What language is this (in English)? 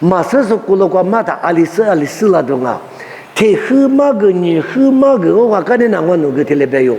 Lisu